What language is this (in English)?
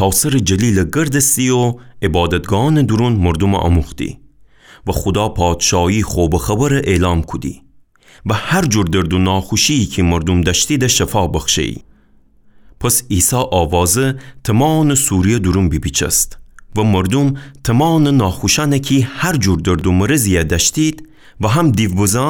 Gilaki